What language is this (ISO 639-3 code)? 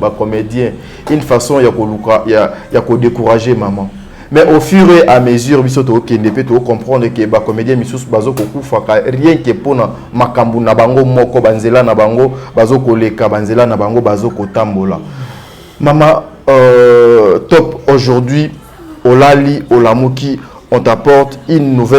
lin